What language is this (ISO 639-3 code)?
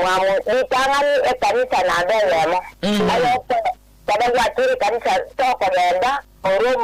guz